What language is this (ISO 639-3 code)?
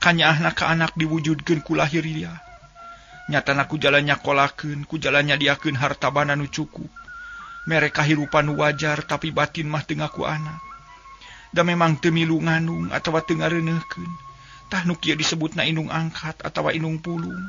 sun